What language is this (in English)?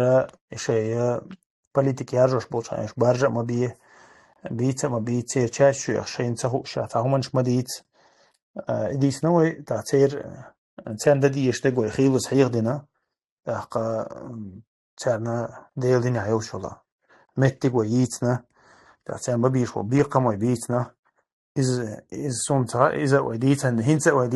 Chechen